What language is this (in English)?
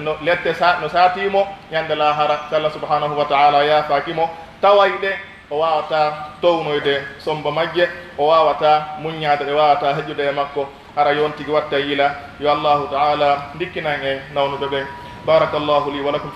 Pular